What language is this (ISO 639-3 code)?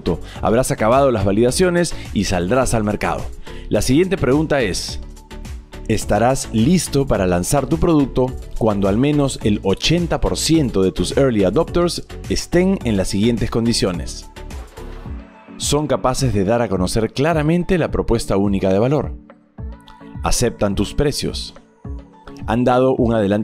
spa